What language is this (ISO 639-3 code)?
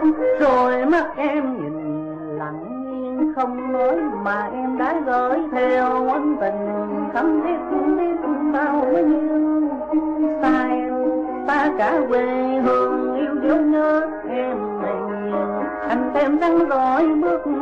vie